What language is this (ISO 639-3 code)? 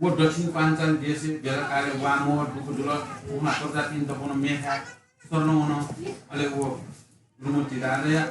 new